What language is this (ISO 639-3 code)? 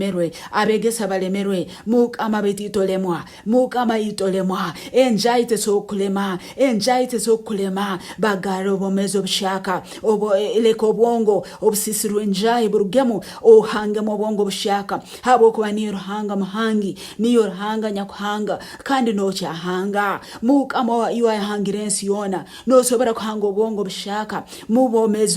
nyn